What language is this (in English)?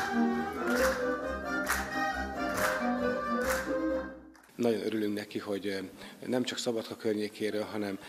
Hungarian